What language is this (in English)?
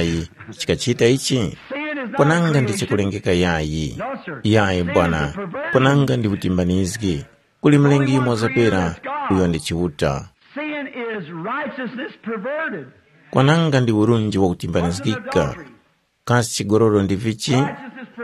Tumbuka